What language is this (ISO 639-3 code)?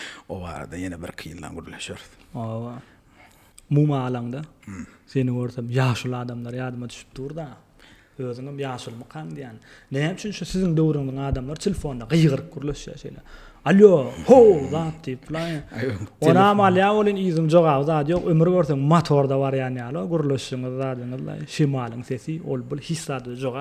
tuk